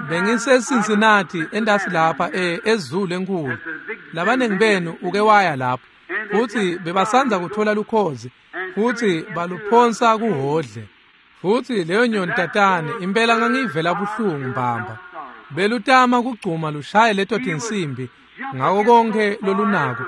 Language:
Swati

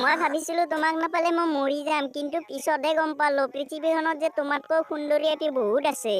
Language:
Assamese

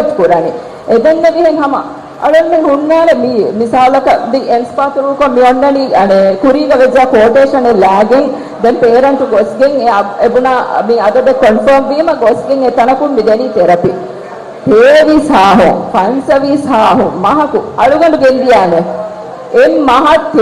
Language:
Divehi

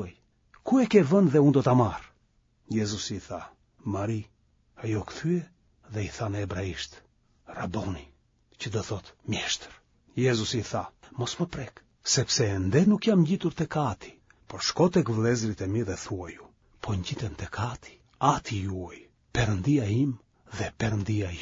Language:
Albanian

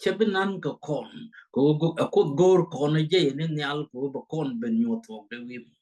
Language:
Nuer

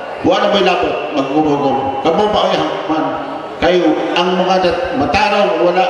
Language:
Cebuano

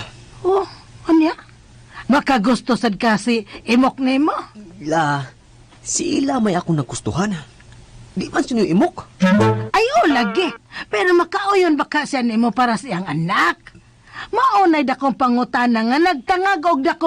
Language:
Cebuano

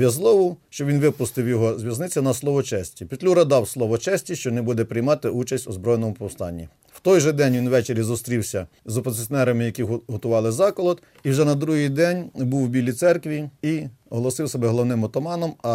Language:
Ukrainian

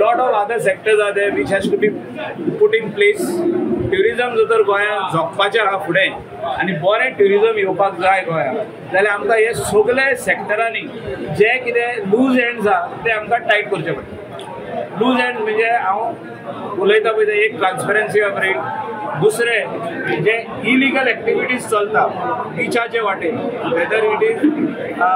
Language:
Konkani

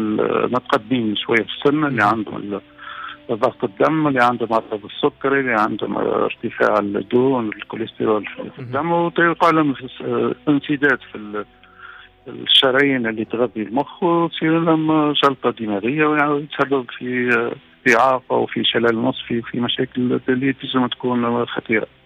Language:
Tunisian Arabic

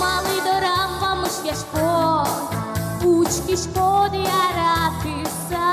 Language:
Udmurt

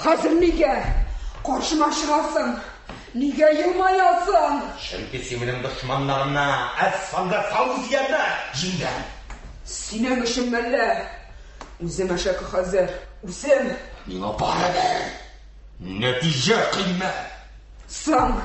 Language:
Tatar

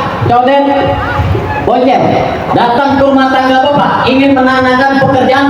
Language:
Betawi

